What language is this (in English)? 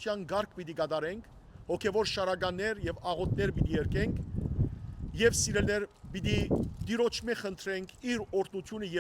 Western Armenian